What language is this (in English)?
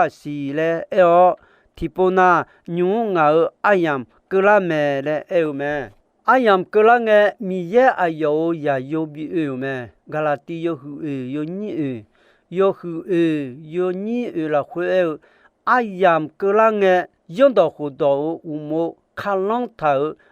Akha